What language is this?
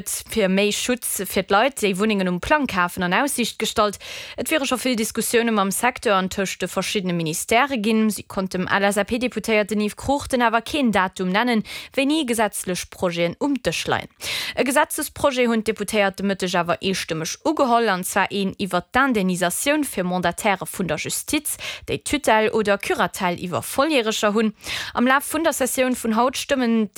Luxembourgish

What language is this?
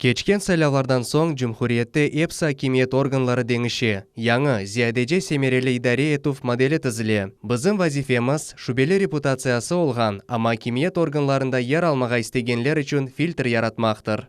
Crimean Tatar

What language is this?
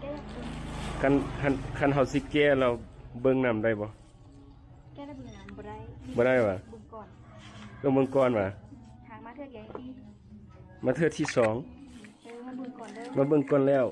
Lao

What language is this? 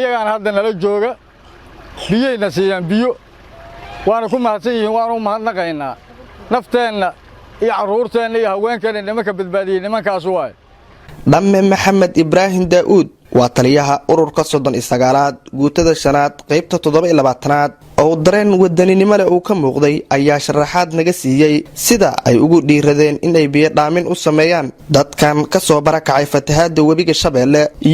Somali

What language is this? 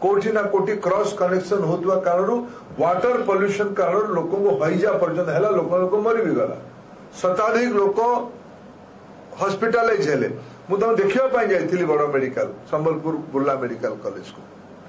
Odia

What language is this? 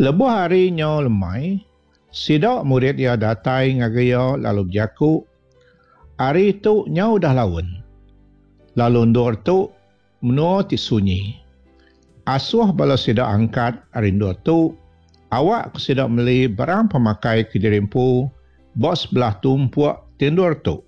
Iban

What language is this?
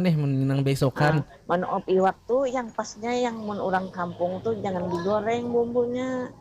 Banjar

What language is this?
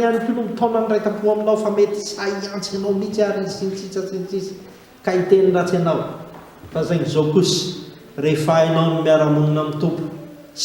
Malagasy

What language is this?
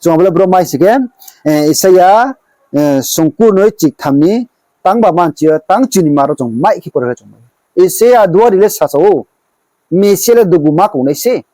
Riang (India)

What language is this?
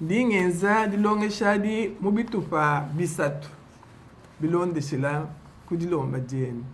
Luba-Lulua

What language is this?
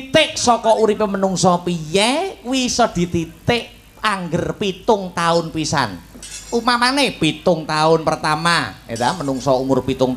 Javanese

